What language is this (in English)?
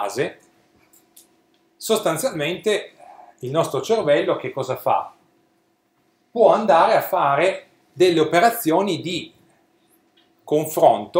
Italian